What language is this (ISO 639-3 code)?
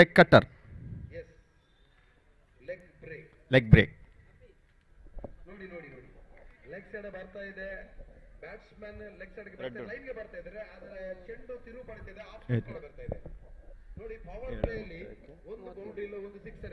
kan